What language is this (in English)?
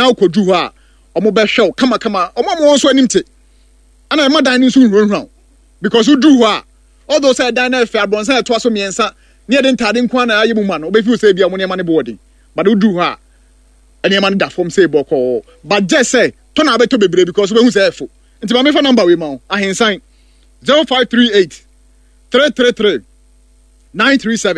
Akan